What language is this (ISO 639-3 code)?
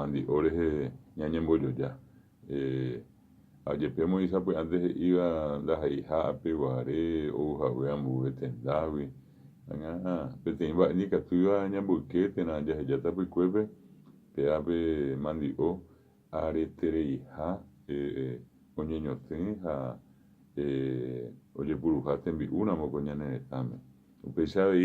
grn